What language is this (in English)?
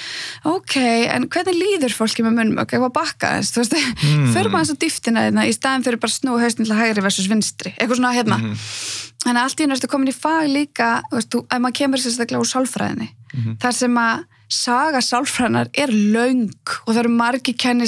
Icelandic